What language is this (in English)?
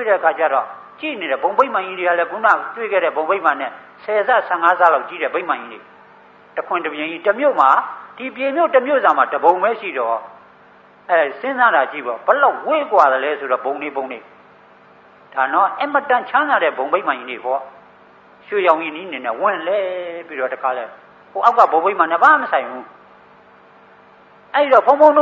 Burmese